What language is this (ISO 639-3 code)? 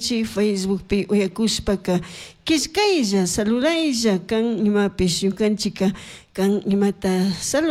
qug